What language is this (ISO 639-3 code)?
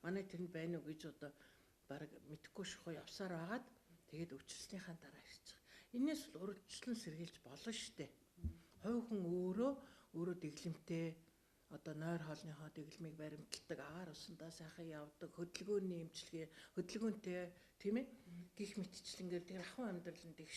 mon